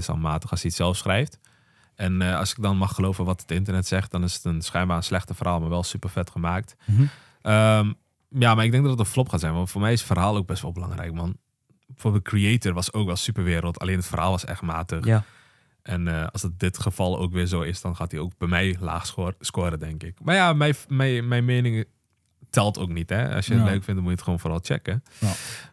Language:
Dutch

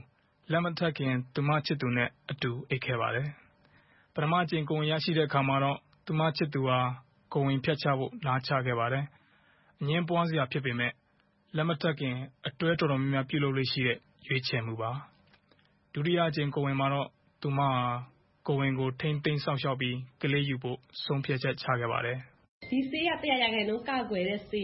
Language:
Burmese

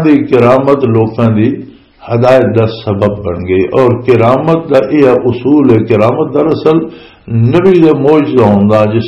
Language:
Western Panjabi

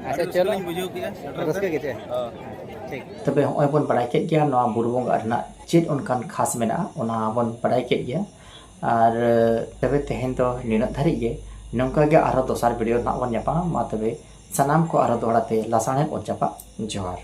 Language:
Santali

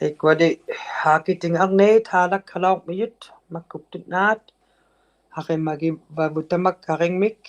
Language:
Inuktitut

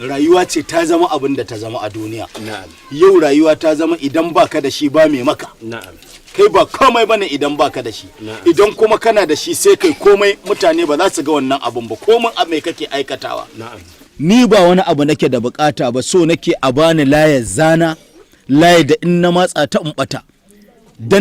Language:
Hausa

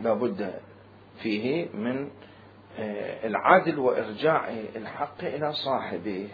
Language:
Mesopotamian Arabic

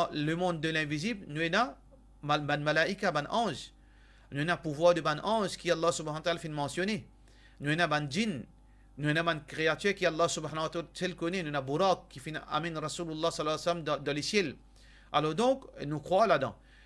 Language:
Morisyen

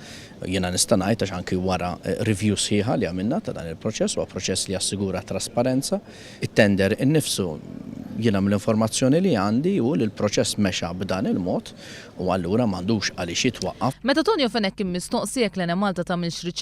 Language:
Maltese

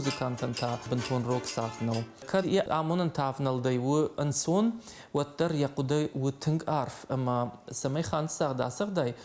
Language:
Ossetic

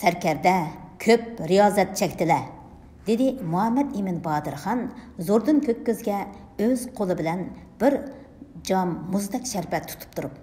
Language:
Uyghur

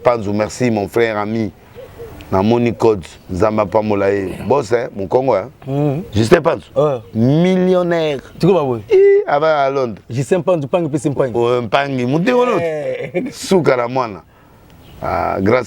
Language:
Lingala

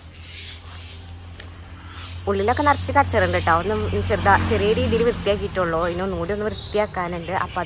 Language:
Malayalam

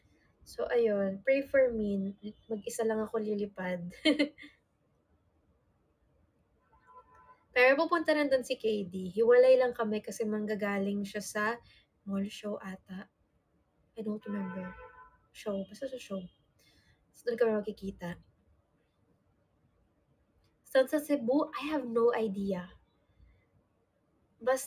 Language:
Filipino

